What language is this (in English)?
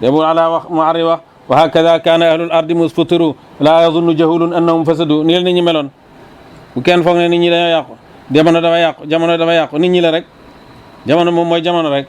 Wolof